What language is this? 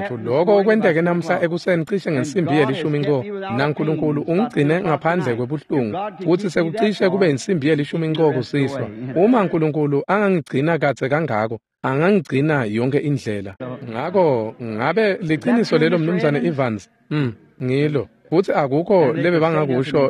Swati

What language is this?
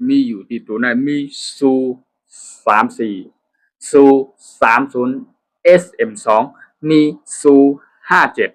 Shan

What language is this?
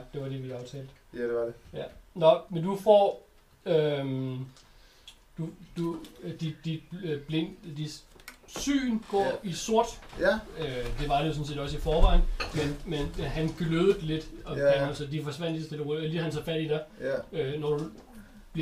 Danish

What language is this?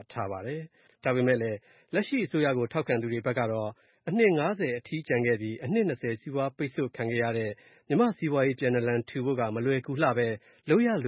Burmese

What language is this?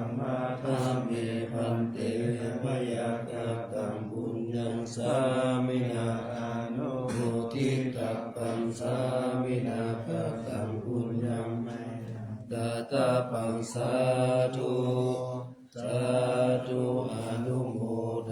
Pali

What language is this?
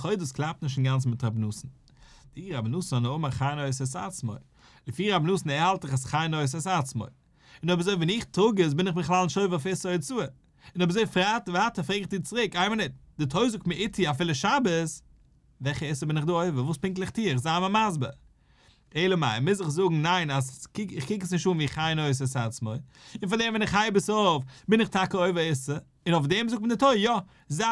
Yiddish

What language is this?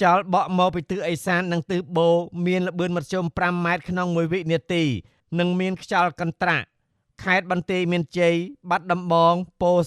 Khmer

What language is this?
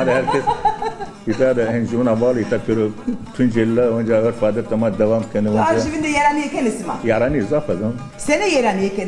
Zaza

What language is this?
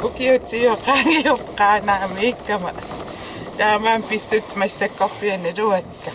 Kalaallisut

